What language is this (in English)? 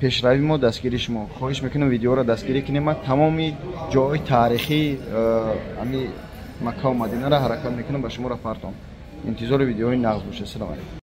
Tajik